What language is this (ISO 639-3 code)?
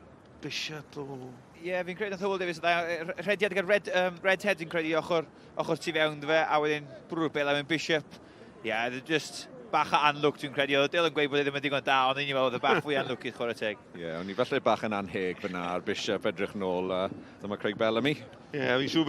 cym